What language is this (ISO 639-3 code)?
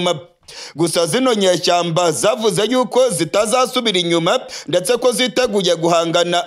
kin